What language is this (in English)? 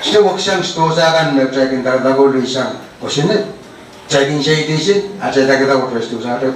Pohnpeian